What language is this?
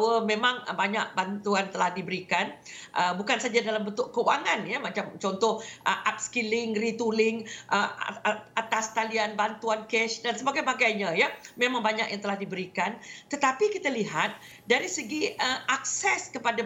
Malay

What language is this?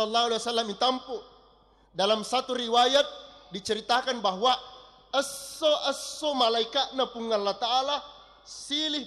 Buginese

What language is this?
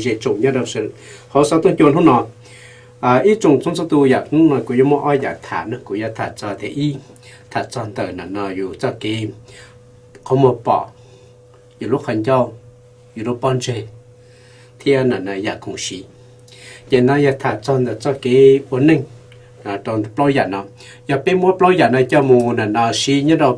Hmong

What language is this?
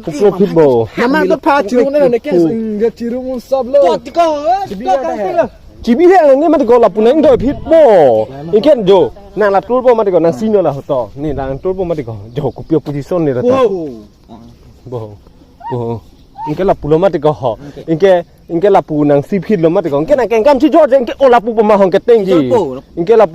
Karbi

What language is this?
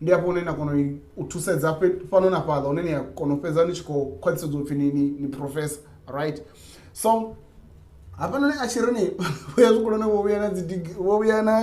Venda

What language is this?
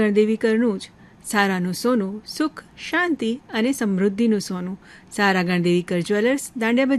Gujarati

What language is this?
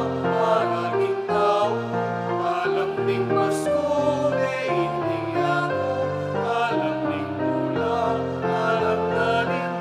Pampanga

